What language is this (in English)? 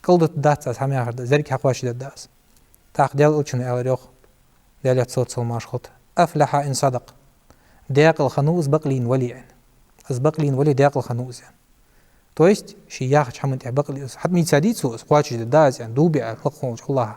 Ingush